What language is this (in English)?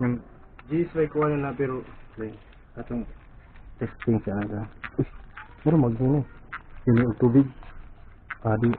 Cebuano